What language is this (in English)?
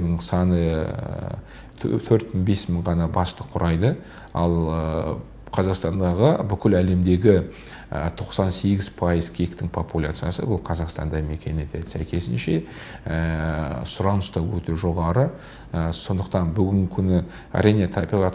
Kazakh